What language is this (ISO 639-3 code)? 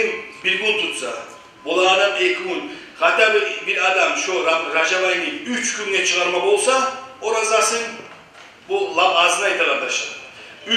kum